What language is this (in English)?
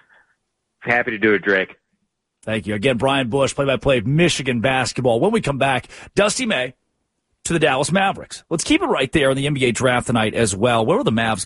English